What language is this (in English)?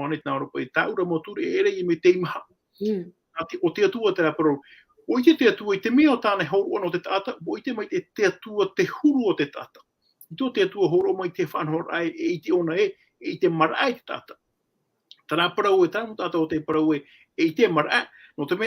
Tahitian